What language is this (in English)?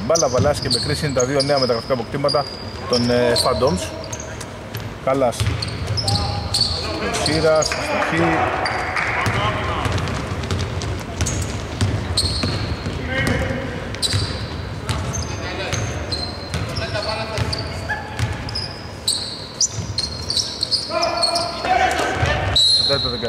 Greek